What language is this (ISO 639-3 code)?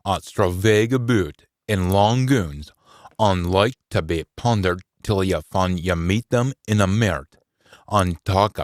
sco